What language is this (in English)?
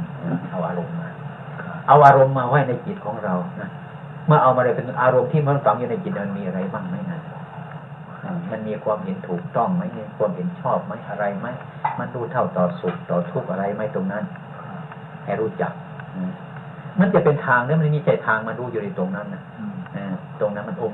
Thai